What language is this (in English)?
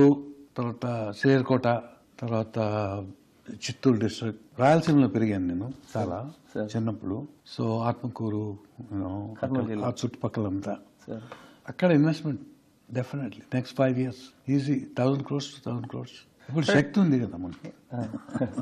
Telugu